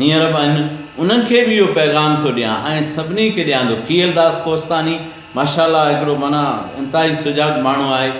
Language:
Sindhi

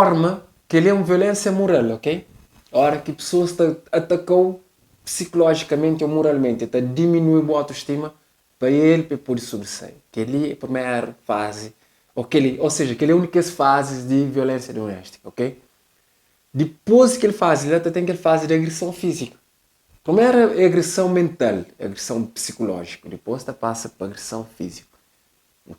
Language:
Kabuverdianu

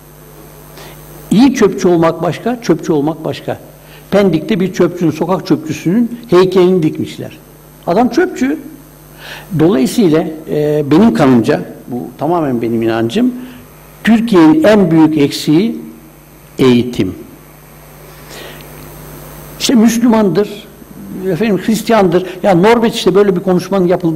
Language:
Turkish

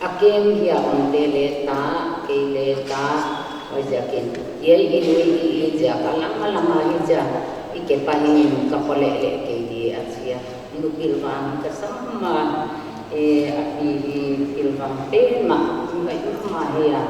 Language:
Paite Chin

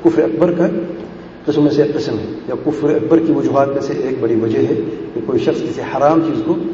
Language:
Urdu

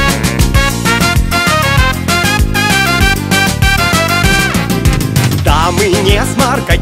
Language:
Russian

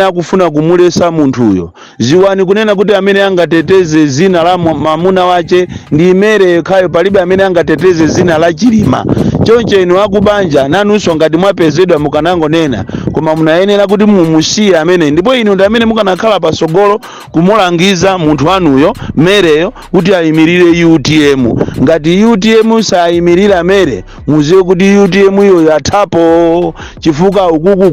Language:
Nyanja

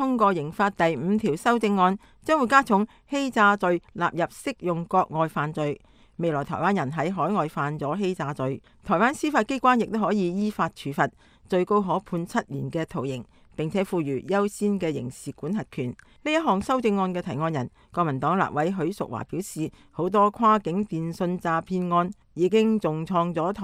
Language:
Cantonese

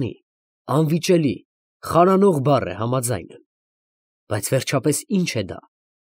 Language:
Armenian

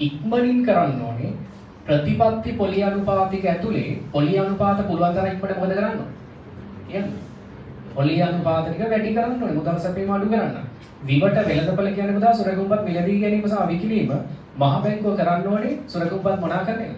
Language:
Sinhala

